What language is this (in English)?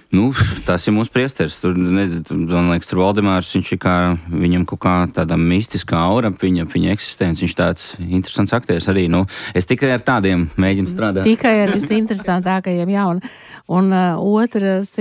Latvian